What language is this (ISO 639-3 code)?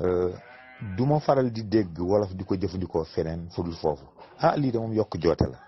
wol